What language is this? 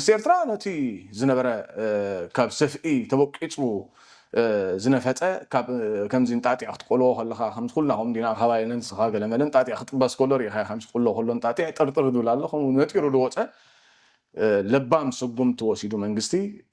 Tigrinya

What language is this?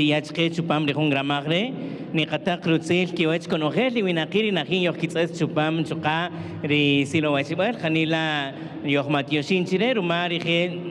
Kaqchikel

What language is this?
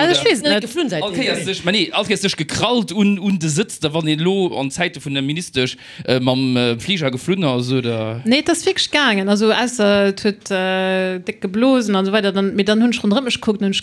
Luxembourgish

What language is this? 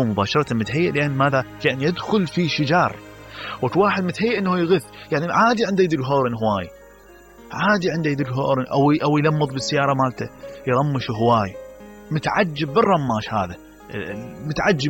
Mesopotamian Arabic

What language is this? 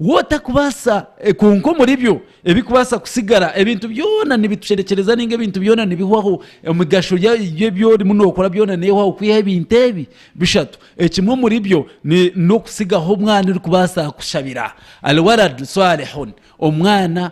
Nyankole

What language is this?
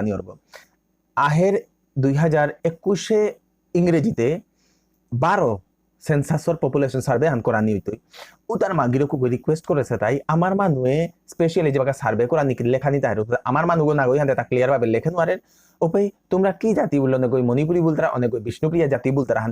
Bishnupriya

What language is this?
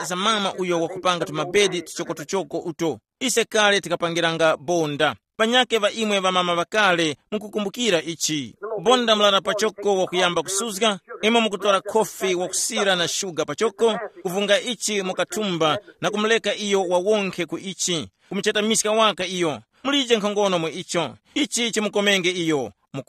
Tumbuka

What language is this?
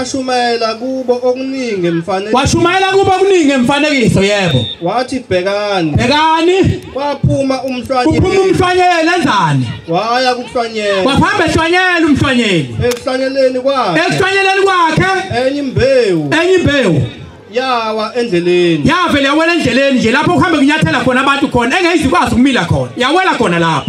Zulu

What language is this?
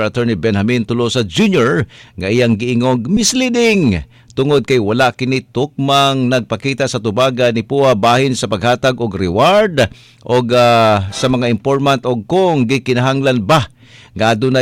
Cebuano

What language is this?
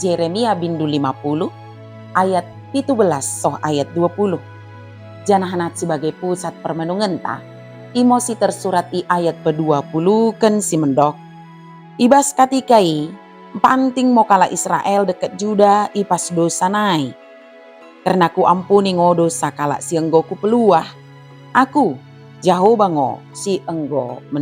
Batak Dairi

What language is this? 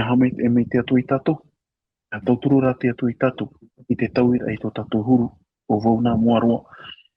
Tahitian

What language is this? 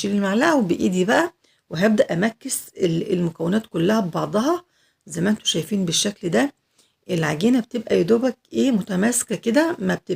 Egyptian Arabic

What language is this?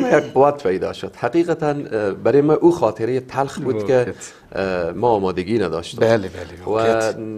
Persian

